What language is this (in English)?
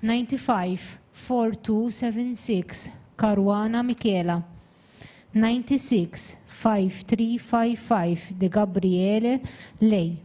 English